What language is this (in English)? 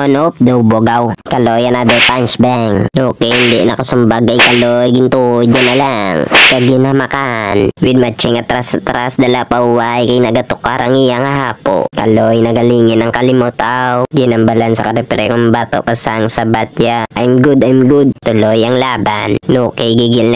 Hiligaynon